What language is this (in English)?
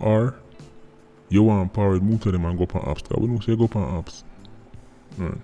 Jamaican Creole English